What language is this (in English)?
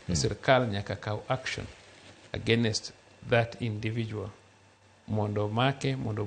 Luo (Kenya and Tanzania)